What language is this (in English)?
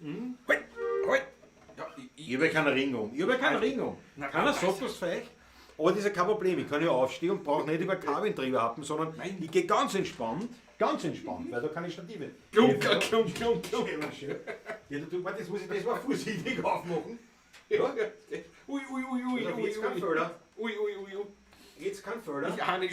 Bavarian